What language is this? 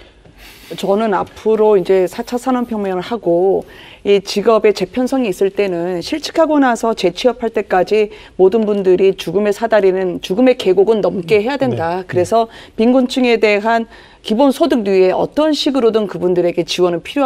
Korean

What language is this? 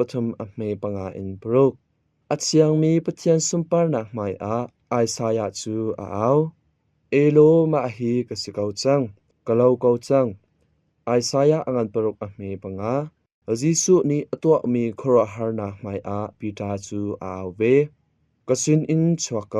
Hakha Chin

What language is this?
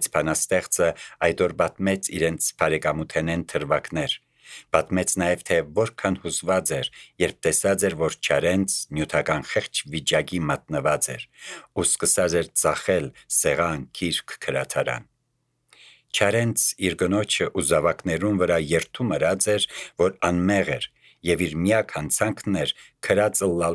Armenian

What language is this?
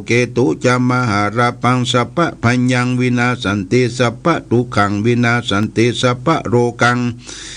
Pali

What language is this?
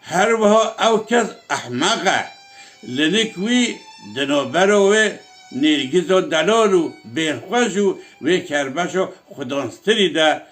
Kurdish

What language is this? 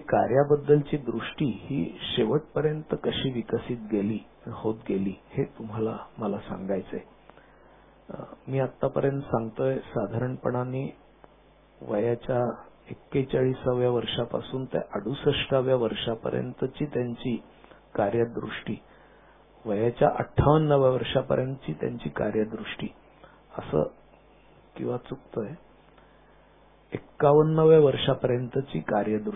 Marathi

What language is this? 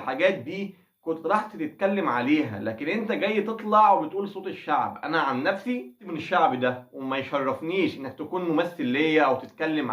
Egyptian Arabic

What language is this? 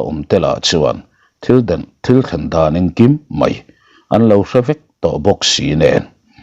Mizo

